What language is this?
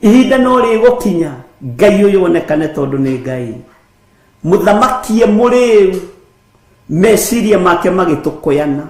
Kikuyu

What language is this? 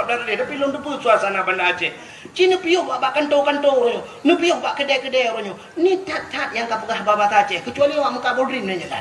Achinese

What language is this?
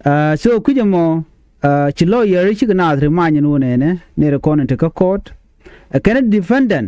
Nuer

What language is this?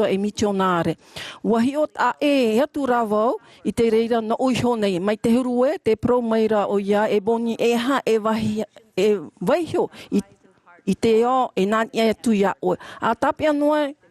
Tahitian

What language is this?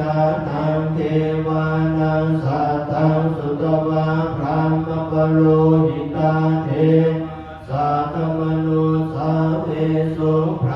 Pali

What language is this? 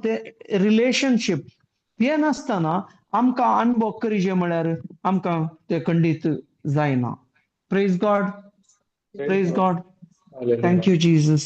Konkani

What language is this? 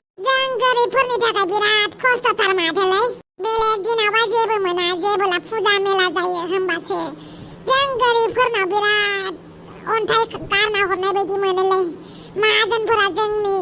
Bodo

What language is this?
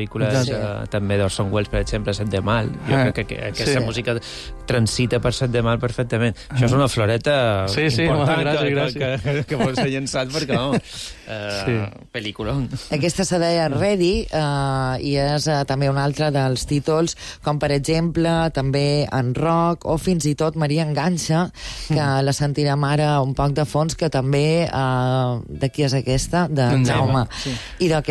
Catalan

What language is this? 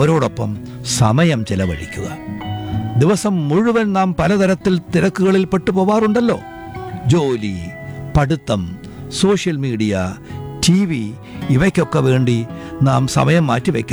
Malayalam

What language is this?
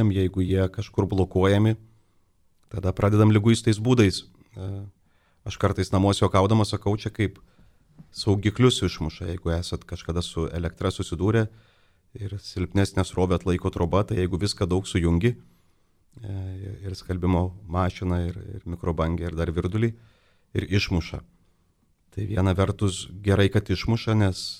Lithuanian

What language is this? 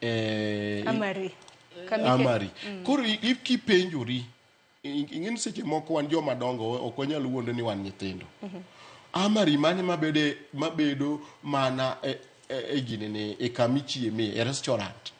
Luo (Kenya and Tanzania)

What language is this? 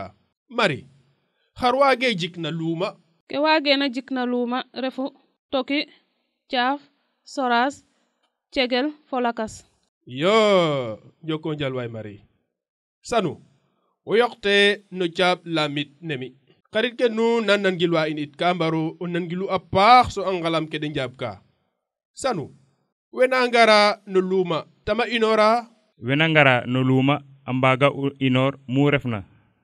Serer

